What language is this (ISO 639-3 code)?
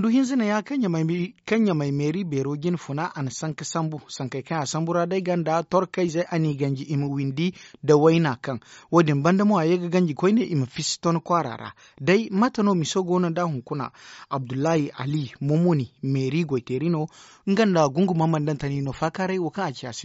dje